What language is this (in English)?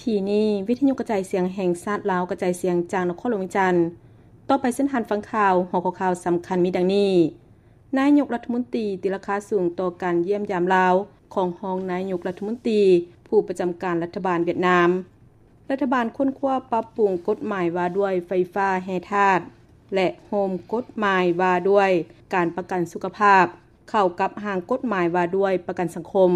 Lao